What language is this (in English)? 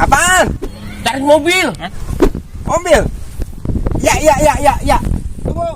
Betawi